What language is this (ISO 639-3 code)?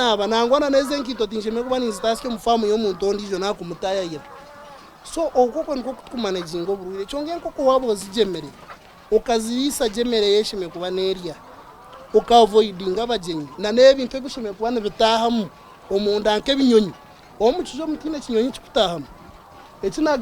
nyn